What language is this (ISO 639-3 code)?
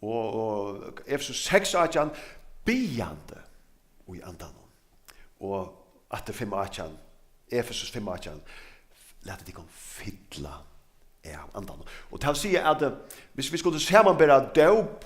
fao